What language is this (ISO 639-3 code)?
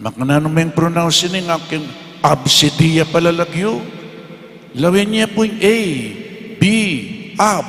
pam